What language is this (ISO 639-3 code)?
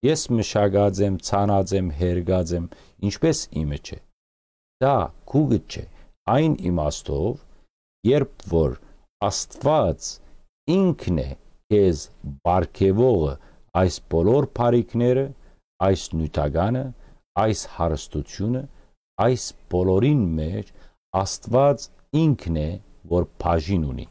hyw